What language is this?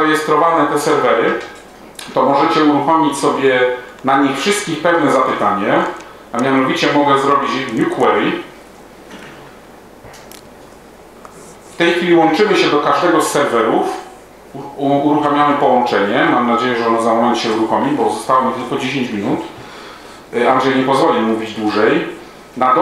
Polish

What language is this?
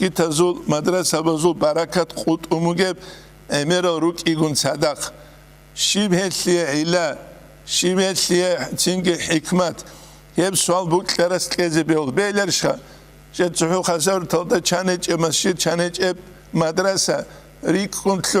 Avaric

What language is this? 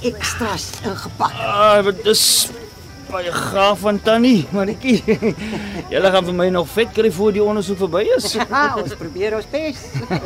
Afrikaans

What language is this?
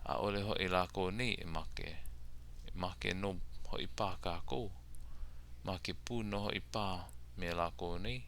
Hawaiian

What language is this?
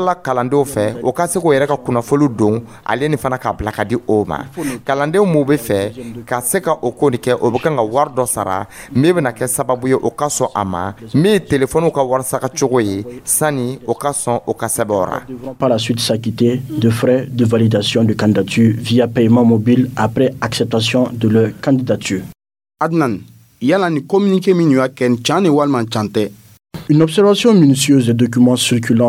Dyula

